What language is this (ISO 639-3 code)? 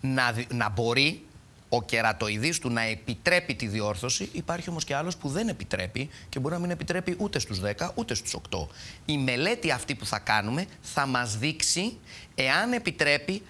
ell